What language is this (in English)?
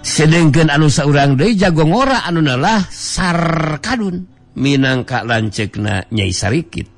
Sundanese